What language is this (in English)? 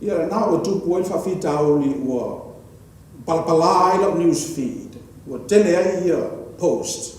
Samoan